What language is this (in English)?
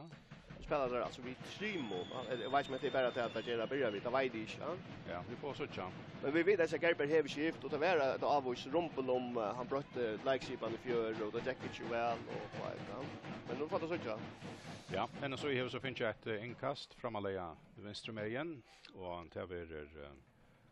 Faroese